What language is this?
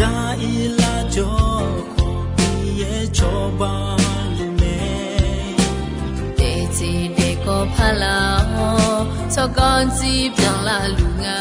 Akha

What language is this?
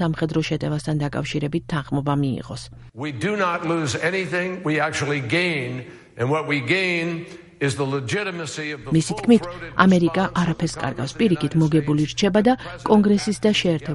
Georgian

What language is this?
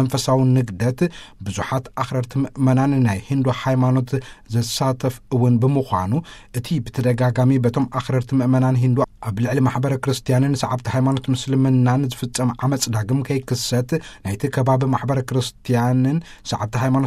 Tigrinya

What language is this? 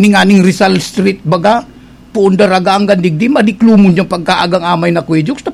Bikol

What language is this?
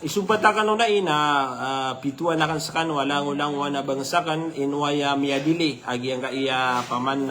Maranao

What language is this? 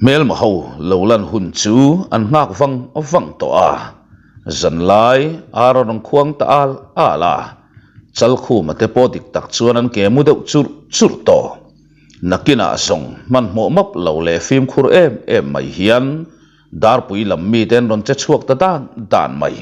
Mizo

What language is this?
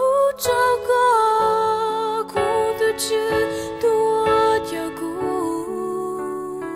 Hmong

